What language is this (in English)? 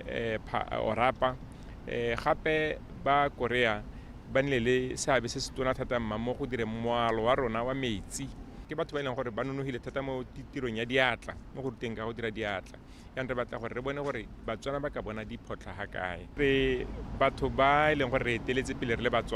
Tswana